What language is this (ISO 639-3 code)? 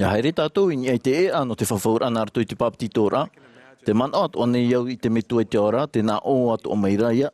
tah